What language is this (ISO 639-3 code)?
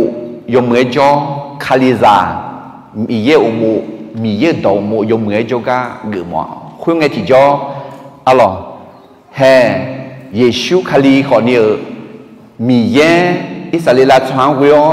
ahk